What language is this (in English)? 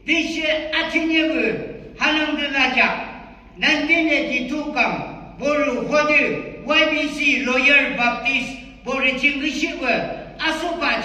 Yimchungru Naga